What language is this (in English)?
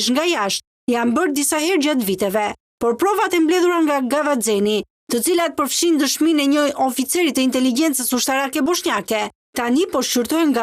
Albanian